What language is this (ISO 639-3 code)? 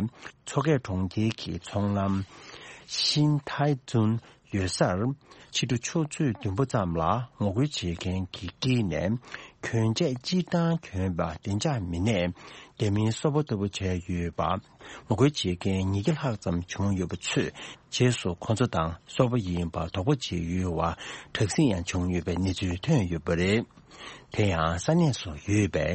bod